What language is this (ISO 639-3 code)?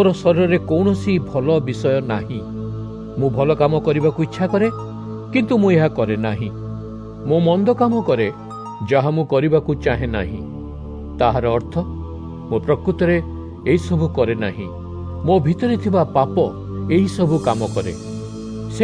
ori